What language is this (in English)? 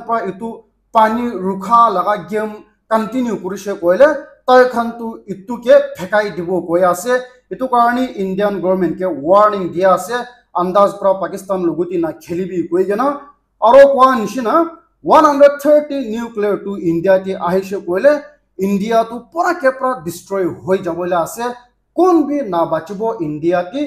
Naga Pidgin